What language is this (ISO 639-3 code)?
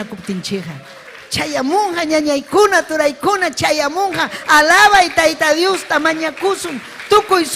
quy